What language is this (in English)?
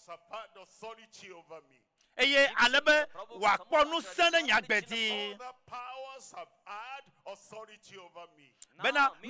Ewe